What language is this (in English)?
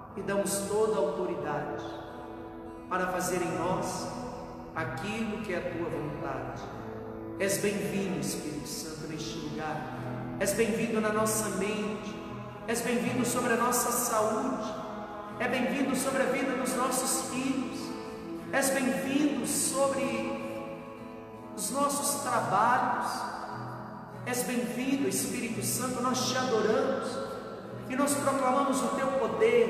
Portuguese